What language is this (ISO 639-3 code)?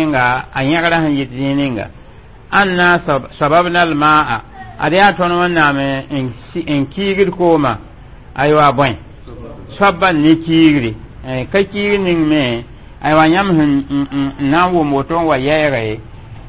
mos